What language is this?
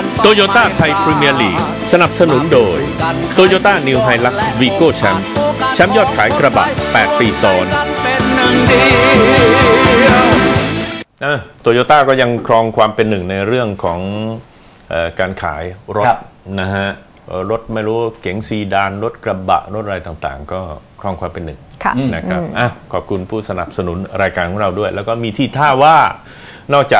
Thai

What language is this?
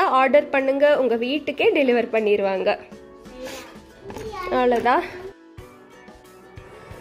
Tamil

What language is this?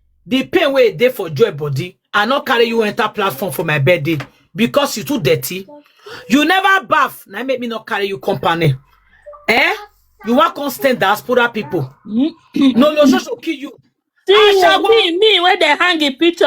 Nigerian Pidgin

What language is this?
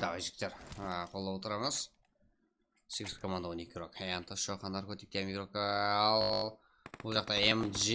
Kara-Kalpak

